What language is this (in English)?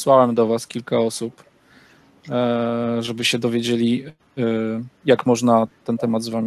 Polish